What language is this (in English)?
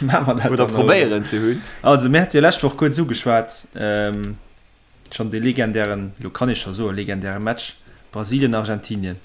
Luxembourgish